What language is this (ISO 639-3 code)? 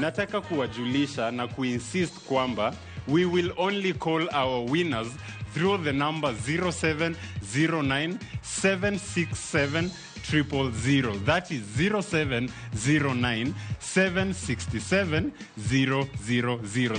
luo